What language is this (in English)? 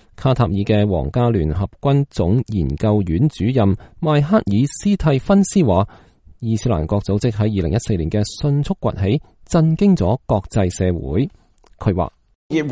Cantonese